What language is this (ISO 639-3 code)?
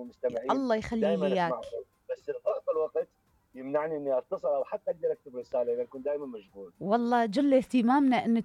acm